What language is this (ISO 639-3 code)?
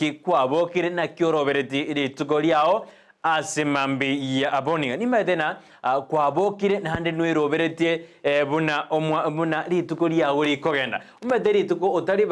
guz